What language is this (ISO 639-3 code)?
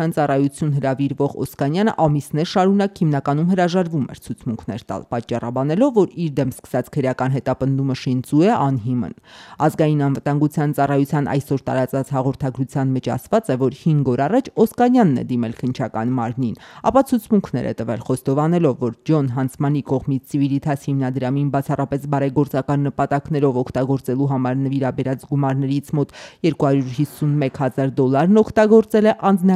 hye